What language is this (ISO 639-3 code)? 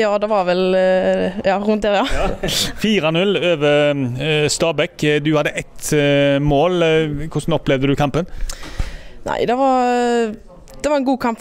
nor